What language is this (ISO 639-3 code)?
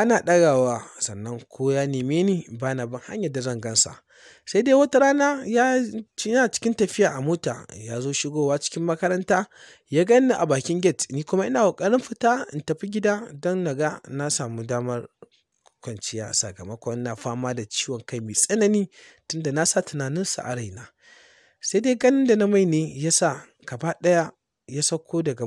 hau